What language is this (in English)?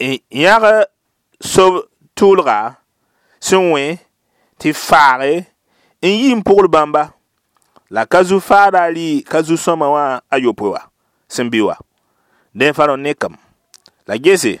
Mossi